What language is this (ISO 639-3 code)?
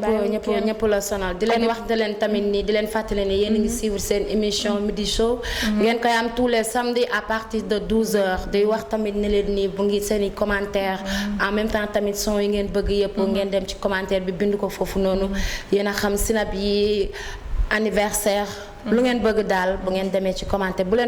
wol